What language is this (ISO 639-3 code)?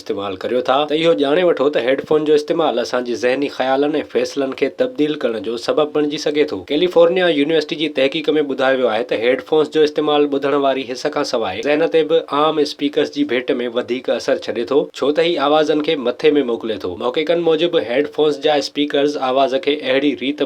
snd